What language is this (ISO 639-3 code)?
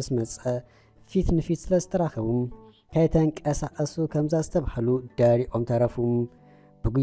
tir